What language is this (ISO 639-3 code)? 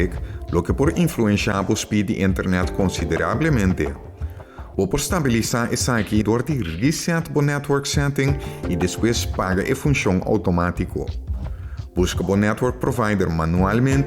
pap